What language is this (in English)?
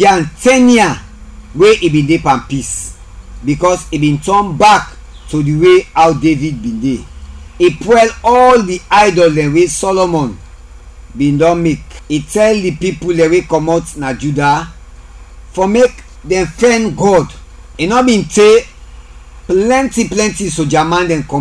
Krio